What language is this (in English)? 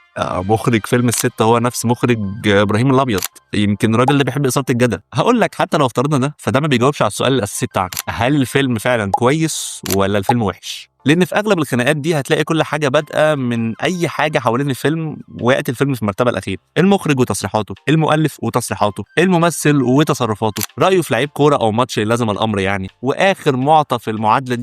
Egyptian Arabic